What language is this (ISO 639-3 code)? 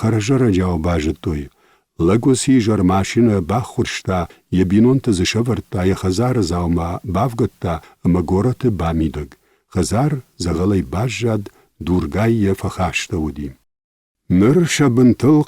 oss